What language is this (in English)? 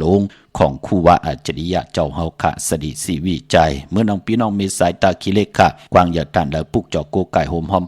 Shan